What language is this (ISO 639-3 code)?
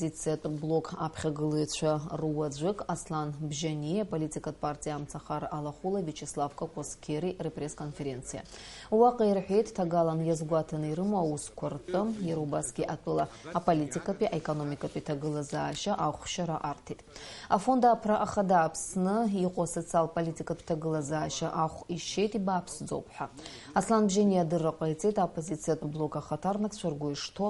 abk